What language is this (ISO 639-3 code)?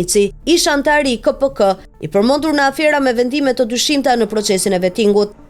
sqi